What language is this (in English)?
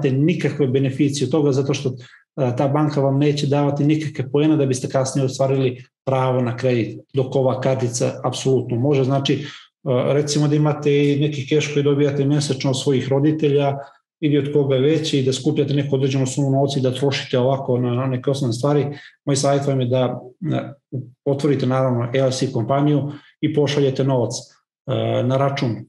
Serbian